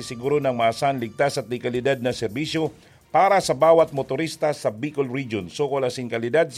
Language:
Bikol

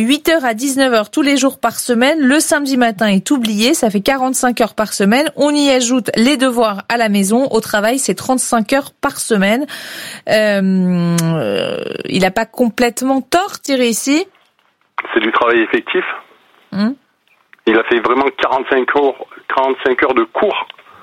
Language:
French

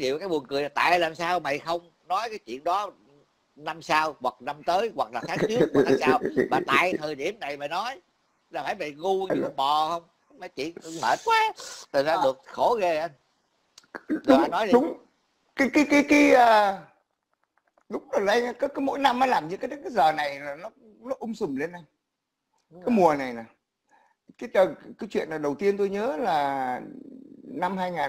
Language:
Vietnamese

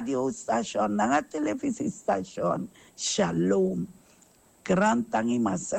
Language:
Sranan Tongo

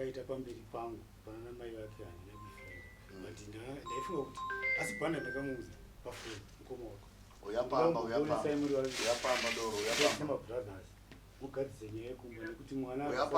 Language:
Shona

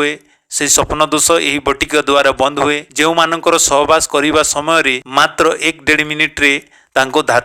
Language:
Odia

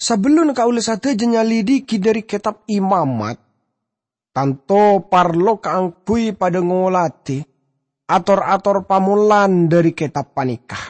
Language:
Madurese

